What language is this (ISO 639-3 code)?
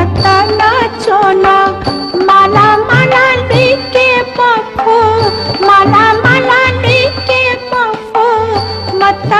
new